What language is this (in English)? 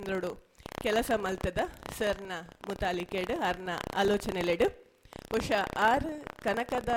Tulu